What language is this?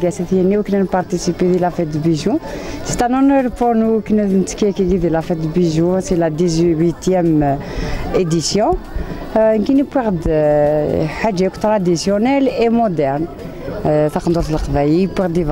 Kabyle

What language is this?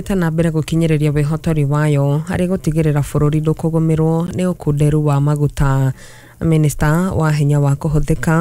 Kikuyu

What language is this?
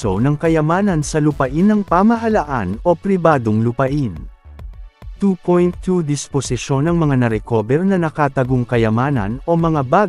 Filipino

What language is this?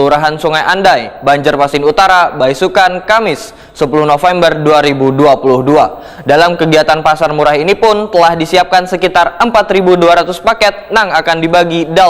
Banjar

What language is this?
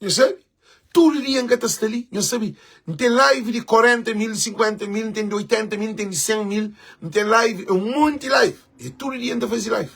Kabuverdianu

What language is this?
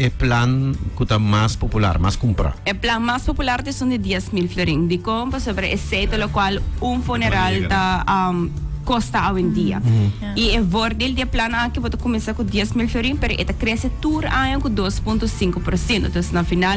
Papiamento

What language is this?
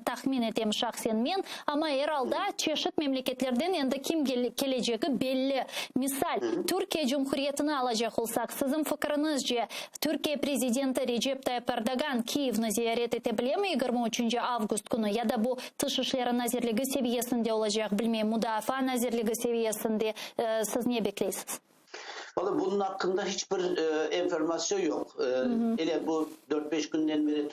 Crimean Tatar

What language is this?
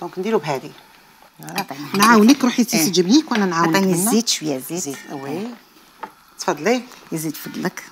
Algerian Arabic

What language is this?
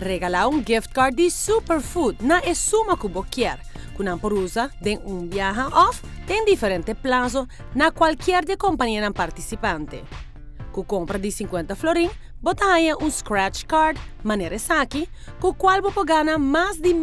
Papiamento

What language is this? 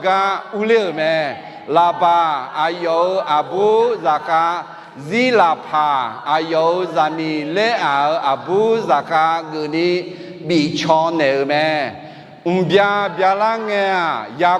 Akha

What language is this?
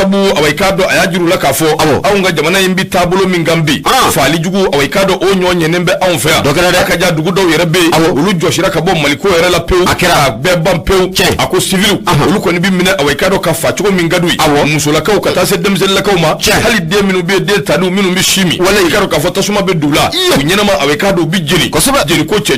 Bambara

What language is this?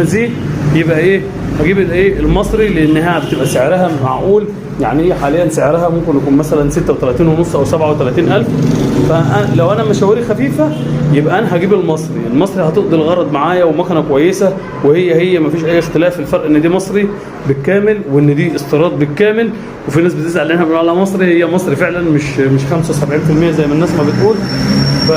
Egyptian Arabic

